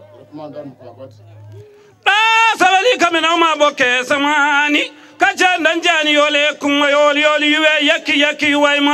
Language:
Fula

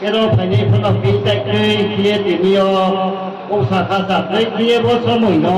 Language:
Riang (India)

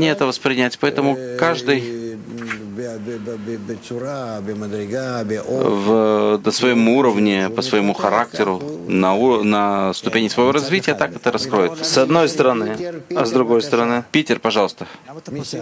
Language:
Russian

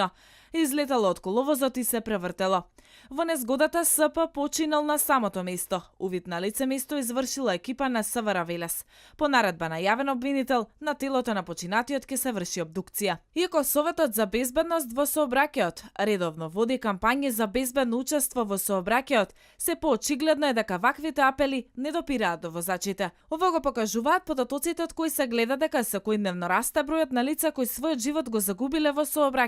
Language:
Macedonian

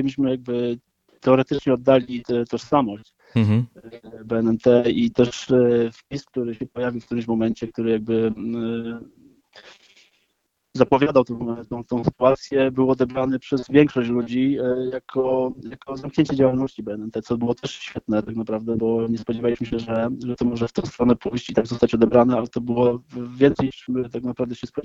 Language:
Polish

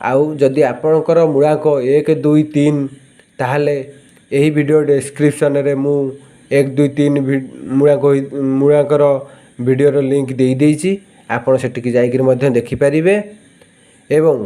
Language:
Odia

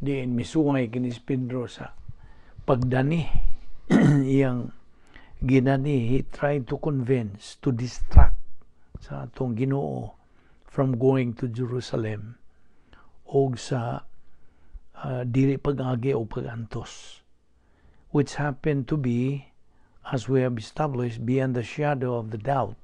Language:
Cebuano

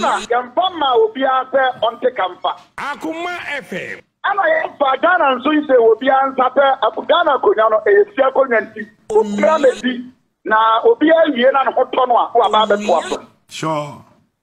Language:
Akan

